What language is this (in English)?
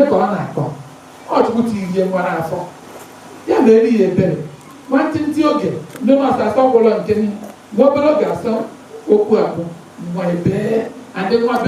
Igbo